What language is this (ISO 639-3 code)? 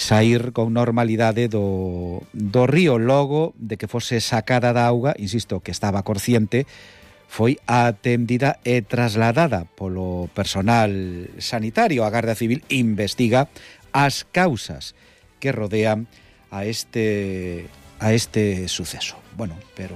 glg